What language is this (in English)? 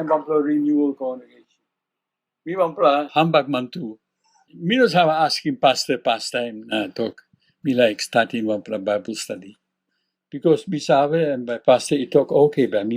Tok Pisin